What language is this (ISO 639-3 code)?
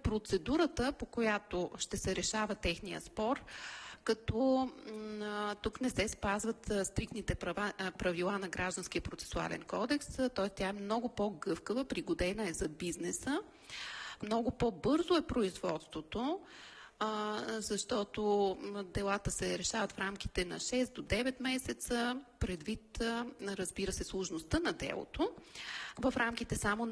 bul